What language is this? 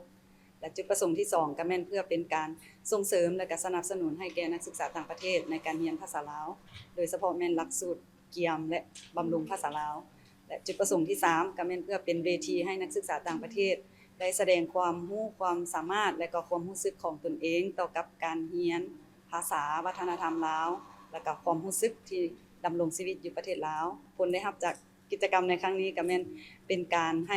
Lao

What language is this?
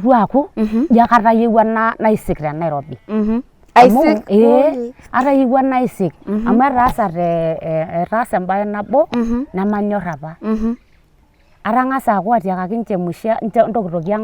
Masai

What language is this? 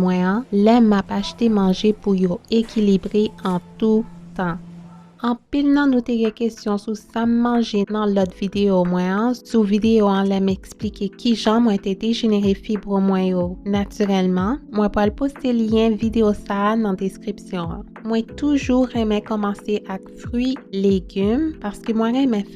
Haitian Creole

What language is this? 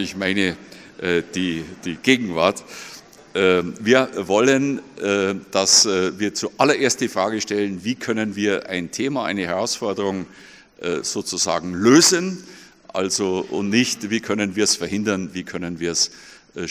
German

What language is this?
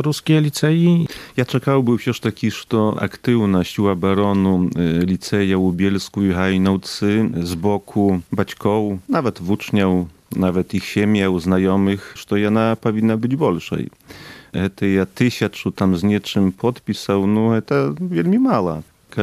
Belarusian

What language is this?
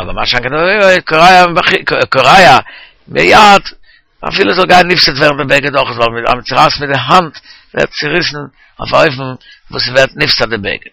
Yiddish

